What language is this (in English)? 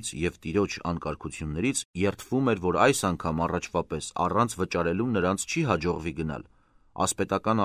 Armenian